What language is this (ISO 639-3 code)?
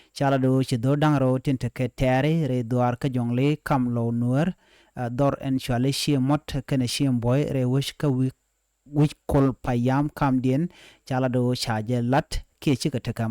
nus